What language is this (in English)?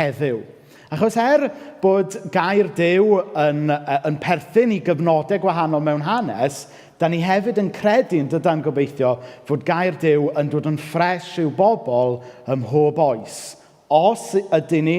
Welsh